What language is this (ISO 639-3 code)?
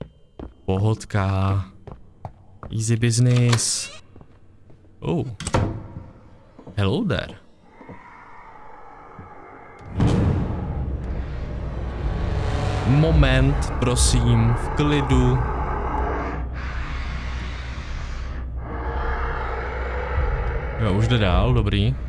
ces